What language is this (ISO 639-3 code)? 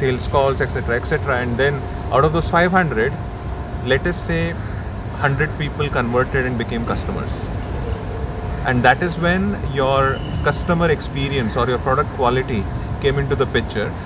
eng